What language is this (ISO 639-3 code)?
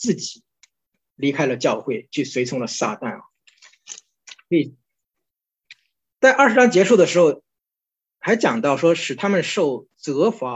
zho